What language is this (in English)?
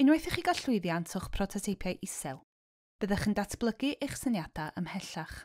Welsh